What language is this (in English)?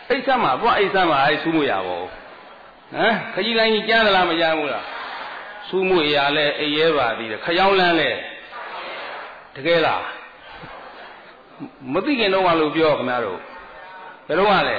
Burmese